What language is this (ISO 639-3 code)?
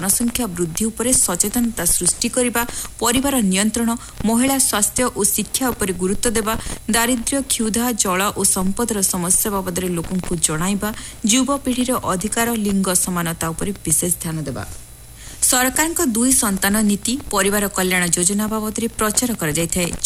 ori